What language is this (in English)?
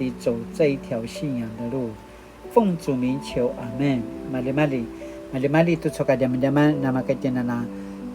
Paiwan